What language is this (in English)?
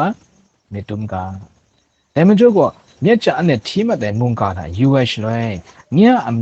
Kachin